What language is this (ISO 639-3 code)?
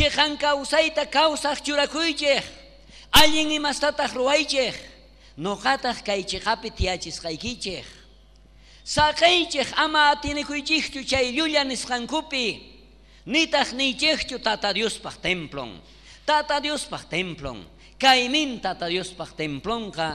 quh